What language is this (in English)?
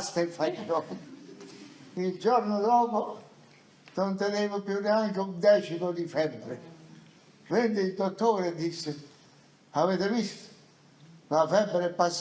Neapolitan